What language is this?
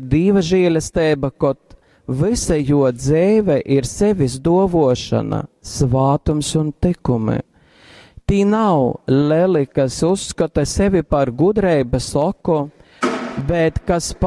Latgalian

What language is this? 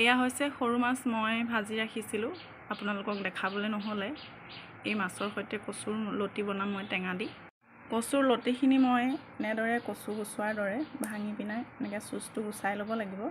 Assamese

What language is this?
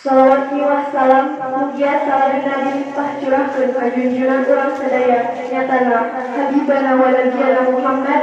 Sundanese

